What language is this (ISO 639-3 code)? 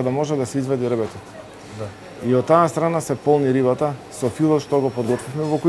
mkd